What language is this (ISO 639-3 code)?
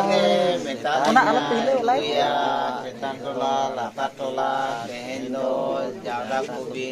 sat